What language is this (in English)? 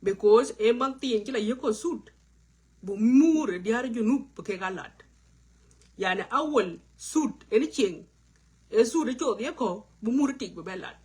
Nuer